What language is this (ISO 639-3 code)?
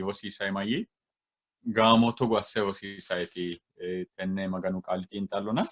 sid